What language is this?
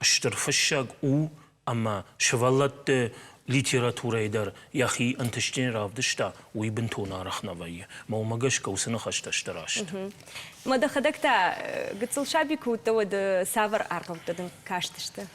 Ossetic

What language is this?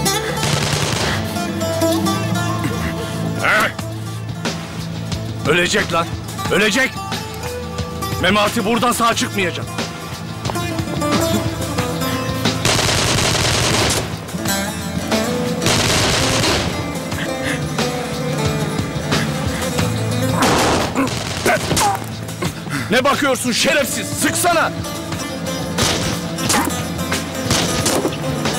Turkish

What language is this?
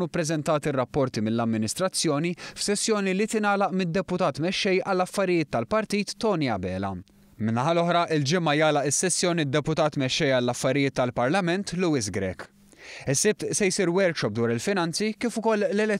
Maltese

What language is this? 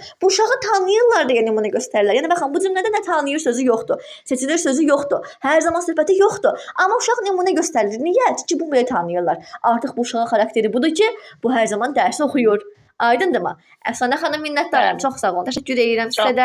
Azerbaijani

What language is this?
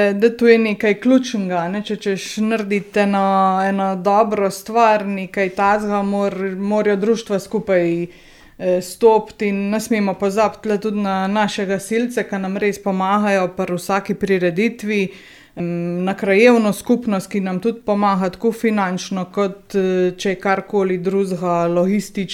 Slovenian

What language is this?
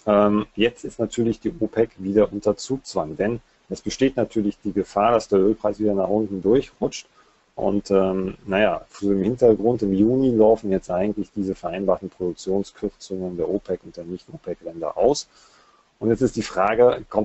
German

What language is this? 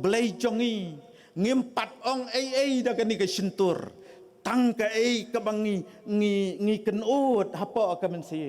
Khasi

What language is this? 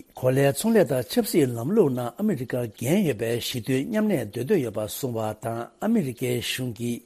Tibetan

